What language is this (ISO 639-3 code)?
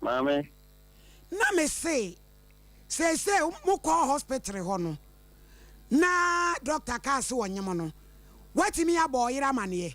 aka